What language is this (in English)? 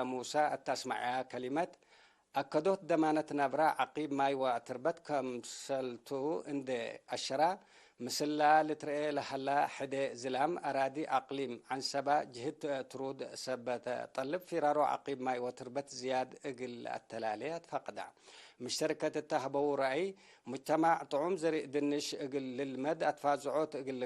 Tigre